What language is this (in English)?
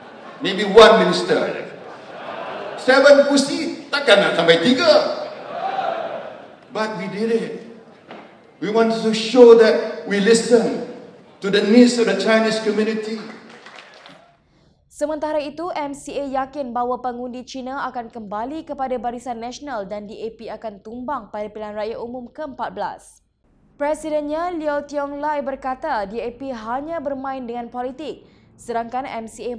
Malay